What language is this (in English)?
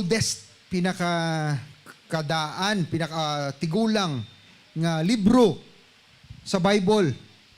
Hiligaynon